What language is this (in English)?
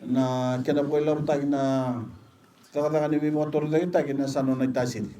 Fijian